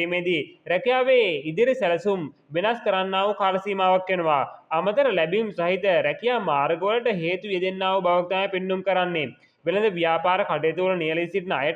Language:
Sinhala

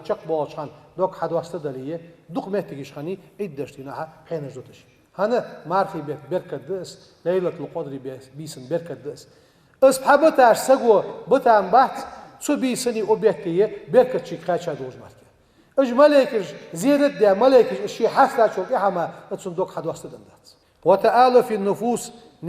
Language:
Ingush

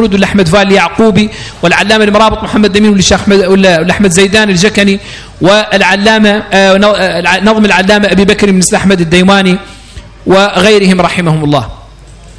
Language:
Arabic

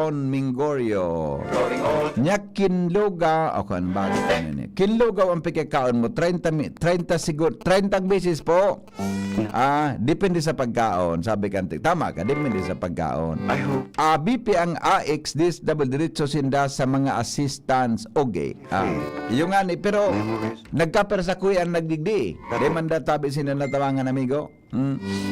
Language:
Bikol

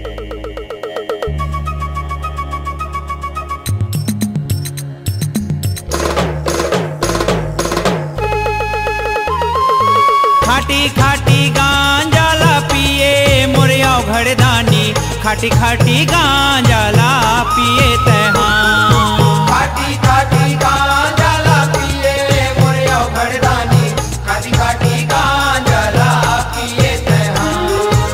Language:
Chhattisgarhi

